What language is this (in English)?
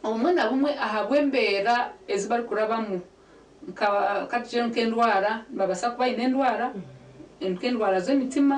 Nyankole